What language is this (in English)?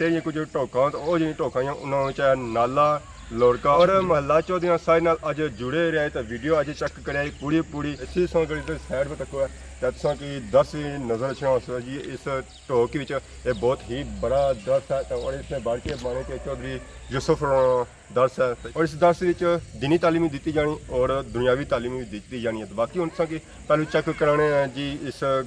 Pahari-Potwari